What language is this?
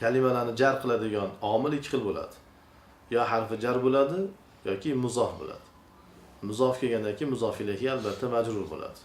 Uzbek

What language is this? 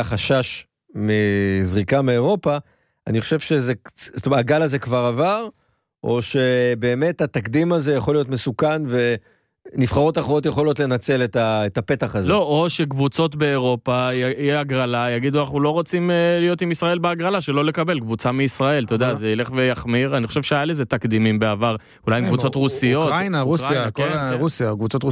Hebrew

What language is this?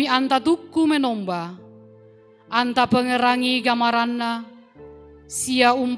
Toraja-Sa'dan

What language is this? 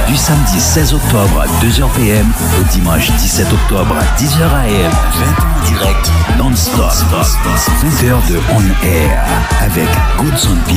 Haitian Creole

